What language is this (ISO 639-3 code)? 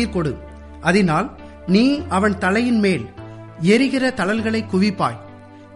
tam